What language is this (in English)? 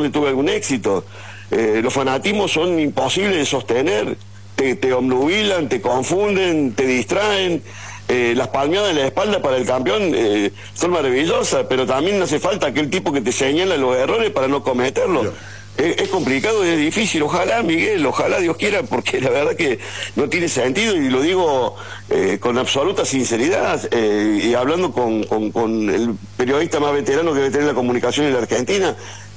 Spanish